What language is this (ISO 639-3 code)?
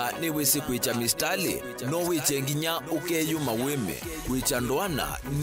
kam